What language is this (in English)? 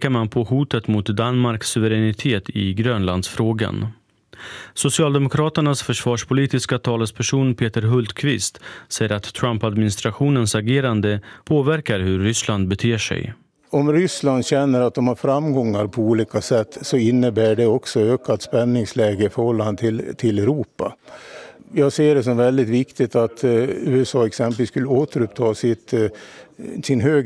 Swedish